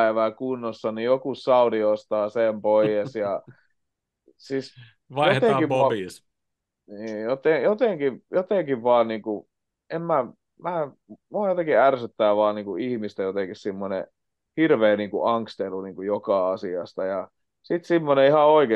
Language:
Finnish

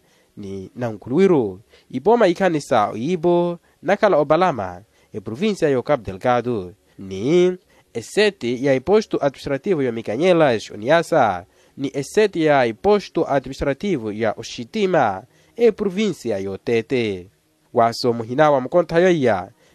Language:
Makhuwa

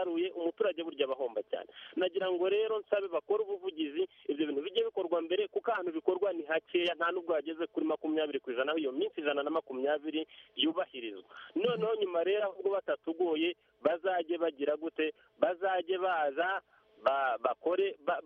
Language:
Kinyarwanda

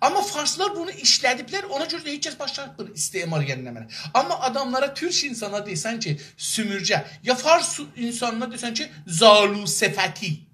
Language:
South Azerbaijani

